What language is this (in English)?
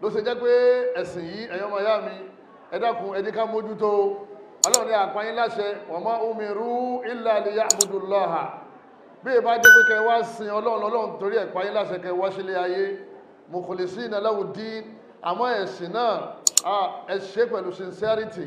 Yoruba